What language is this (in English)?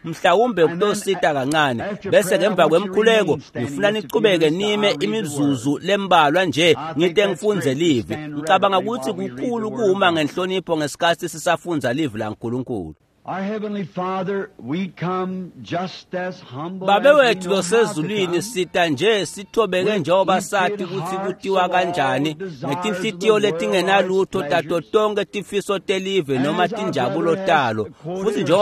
Swati